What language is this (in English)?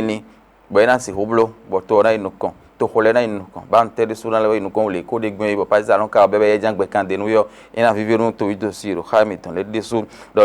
Fon